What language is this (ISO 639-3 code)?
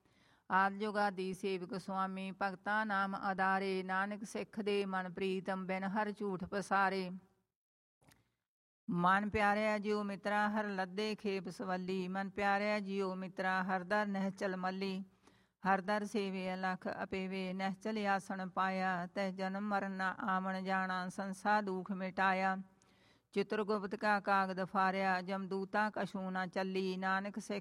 pan